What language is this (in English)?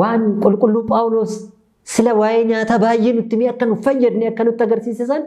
Oromo